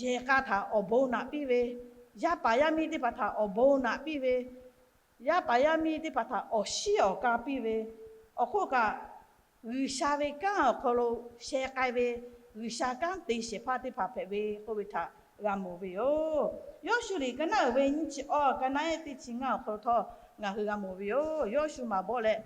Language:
Lahu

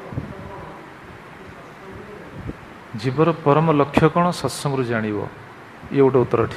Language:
Odia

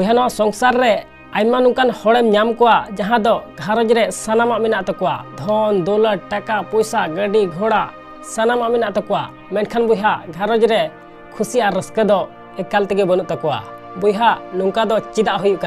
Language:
Santali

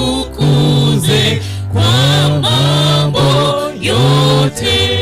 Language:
Gusii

